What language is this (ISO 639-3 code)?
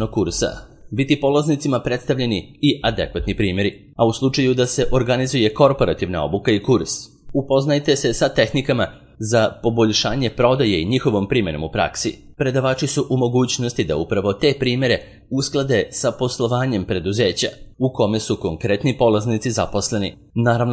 srp